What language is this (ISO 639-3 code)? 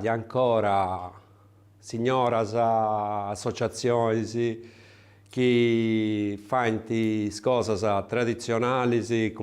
srd